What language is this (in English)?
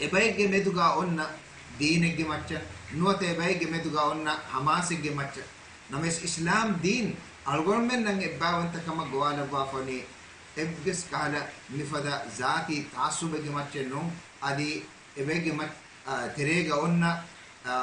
Divehi